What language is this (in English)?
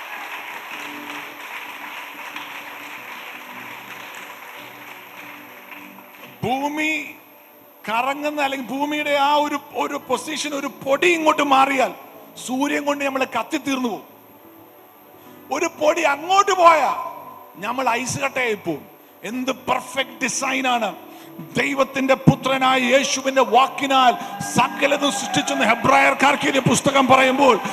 Malayalam